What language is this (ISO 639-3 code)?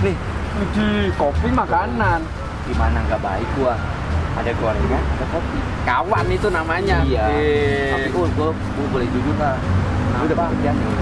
bew